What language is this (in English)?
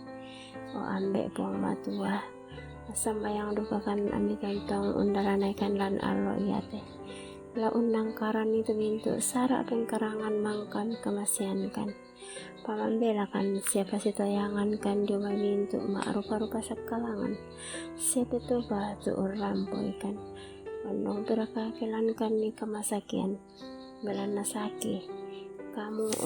Toraja-Sa'dan